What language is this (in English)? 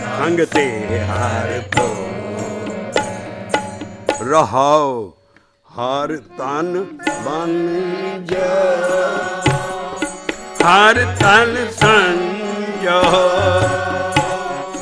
Punjabi